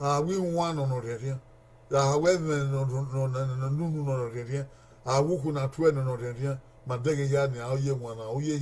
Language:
Bini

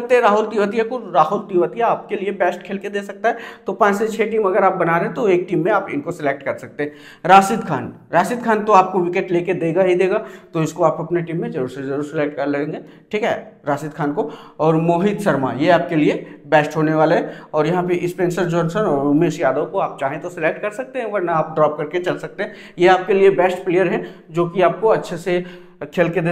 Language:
Hindi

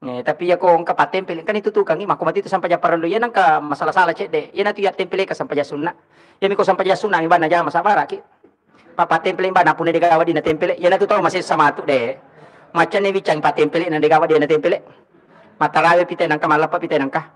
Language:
Buginese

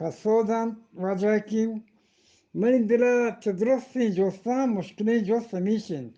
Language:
Eastern Balochi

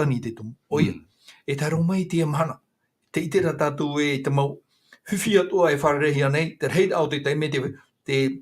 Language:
Tahitian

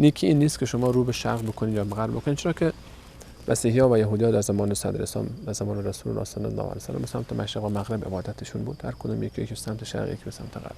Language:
Persian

